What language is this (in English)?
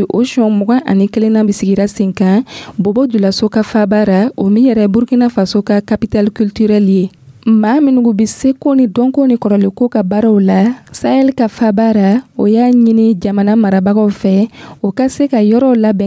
Dyula